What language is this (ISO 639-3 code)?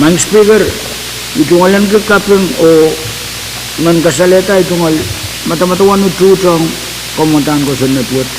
pon